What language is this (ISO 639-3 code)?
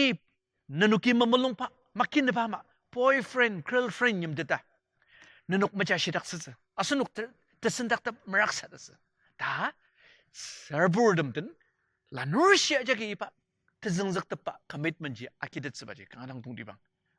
njo